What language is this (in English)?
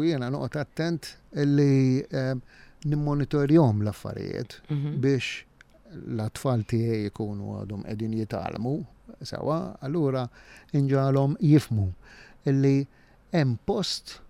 Maltese